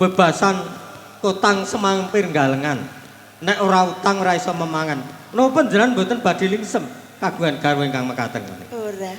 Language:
Javanese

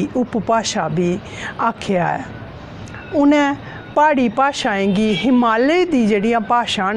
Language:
Dogri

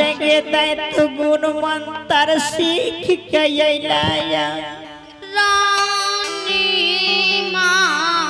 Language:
Angika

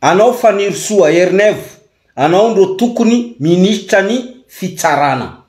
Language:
Malagasy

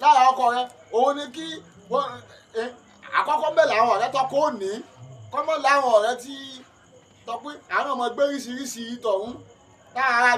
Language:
Yoruba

